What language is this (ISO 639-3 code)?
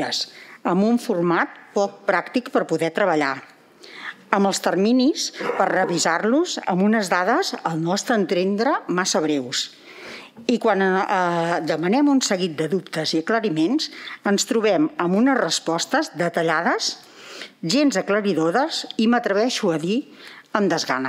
cat